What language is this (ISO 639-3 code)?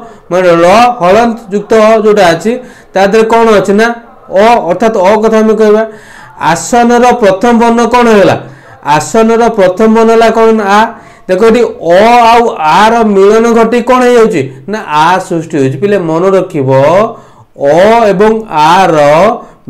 ori